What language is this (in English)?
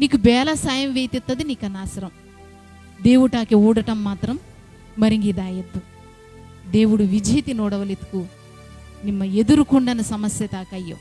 Koya